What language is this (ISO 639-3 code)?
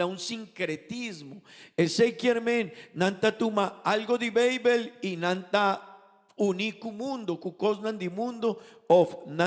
pap